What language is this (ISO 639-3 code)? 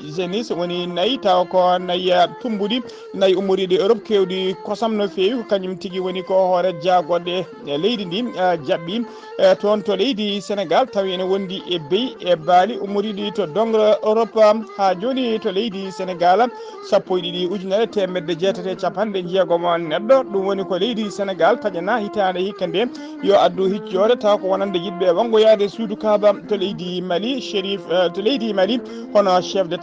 ful